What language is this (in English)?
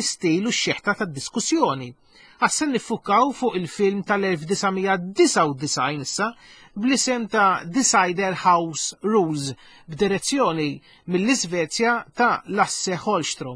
Maltese